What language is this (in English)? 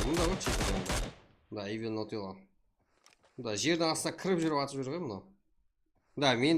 Kara-Kalpak